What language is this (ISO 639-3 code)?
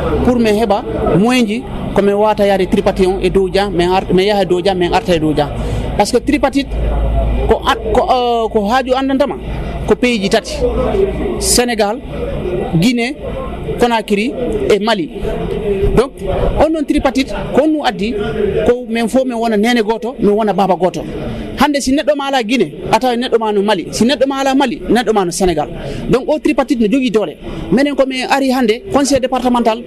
ful